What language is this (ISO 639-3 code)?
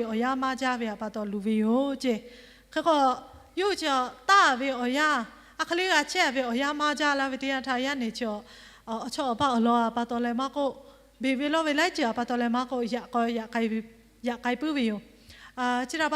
lhu